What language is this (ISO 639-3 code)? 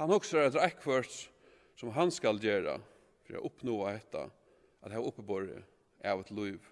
fao